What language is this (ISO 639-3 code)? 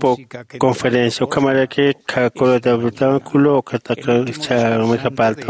aym